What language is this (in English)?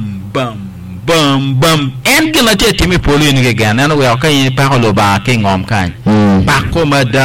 Acoli